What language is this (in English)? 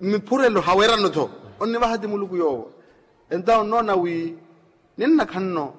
Makhuwa